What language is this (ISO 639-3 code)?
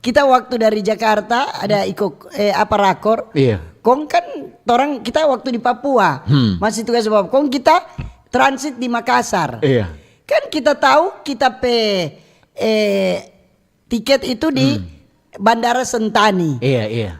xmm